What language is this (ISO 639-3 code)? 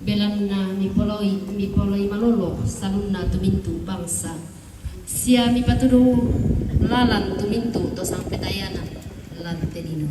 sda